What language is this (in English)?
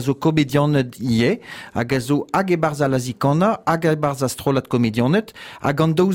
Breton